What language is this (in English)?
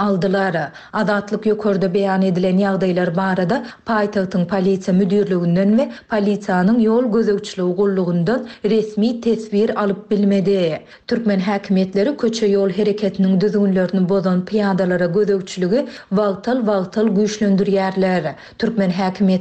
Turkmen